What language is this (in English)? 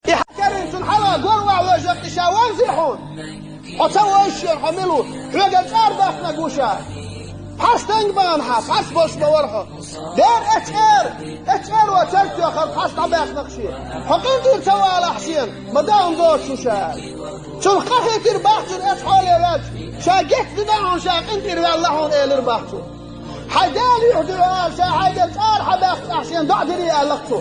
Chechen